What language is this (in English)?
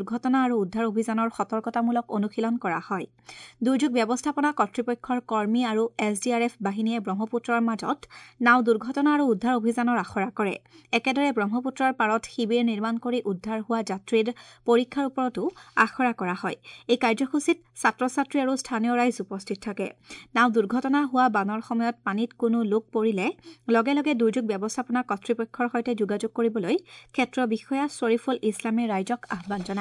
Assamese